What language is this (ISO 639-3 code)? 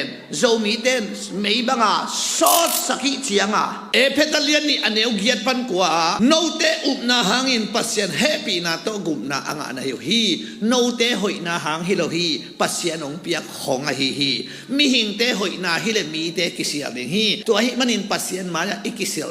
ctd